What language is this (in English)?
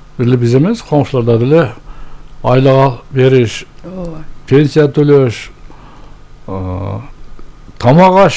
Kyrgyz